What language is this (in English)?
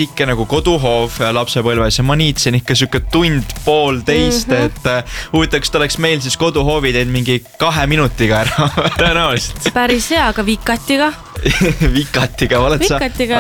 Estonian